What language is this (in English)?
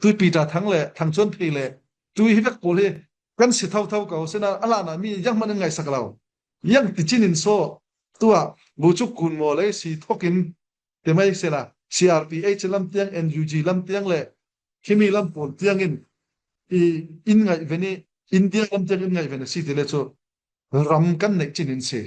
Falam Chin